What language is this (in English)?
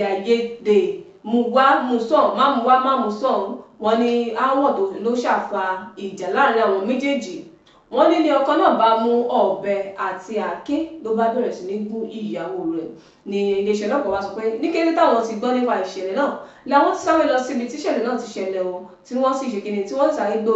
Yoruba